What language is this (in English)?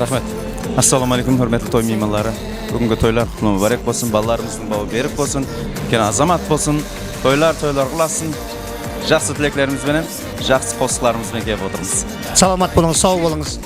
Kara-Kalpak